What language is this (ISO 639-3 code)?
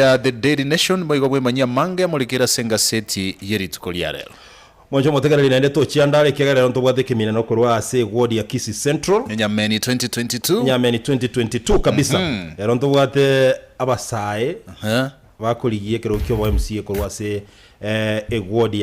guz